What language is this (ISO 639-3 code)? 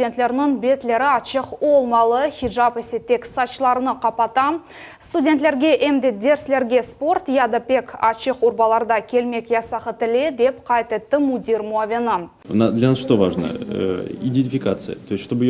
crh